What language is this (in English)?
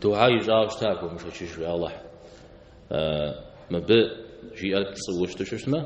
Kabardian